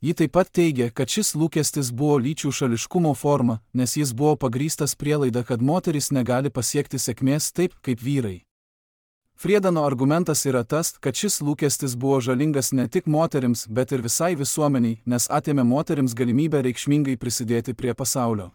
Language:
Lithuanian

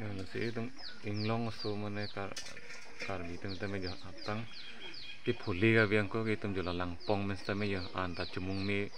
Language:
Karbi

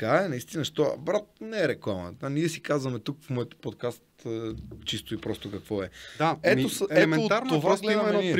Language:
Bulgarian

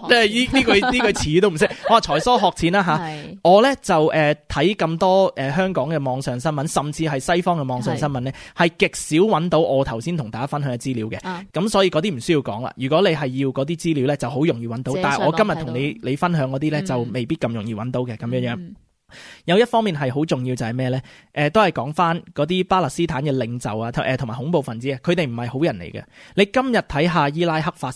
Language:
Cantonese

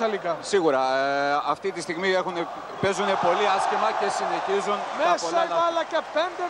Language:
Greek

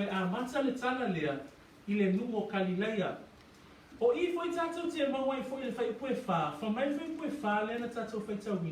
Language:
Samoan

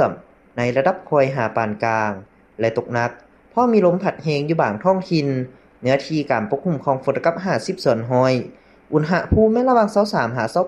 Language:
Lao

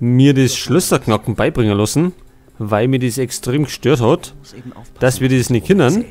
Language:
Bavarian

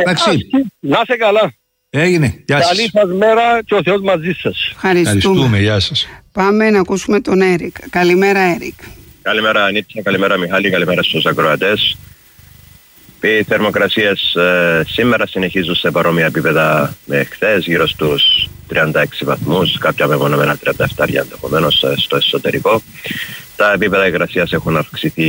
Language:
Greek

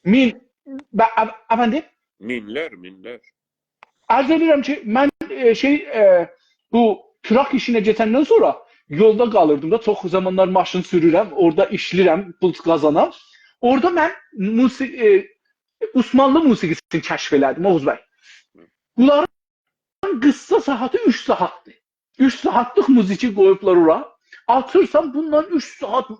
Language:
South Azerbaijani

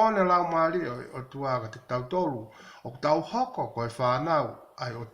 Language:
Tongan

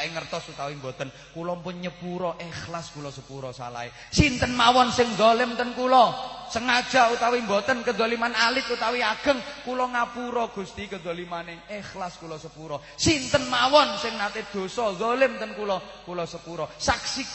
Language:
Javanese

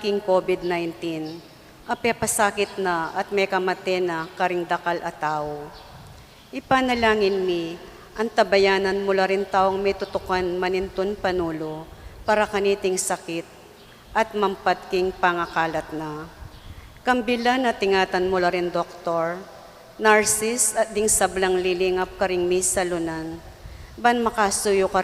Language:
Pampanga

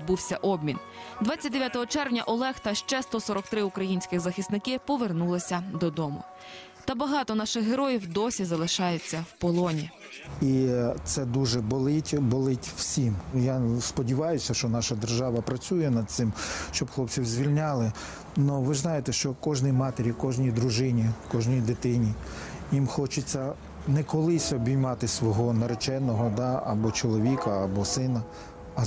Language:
Ukrainian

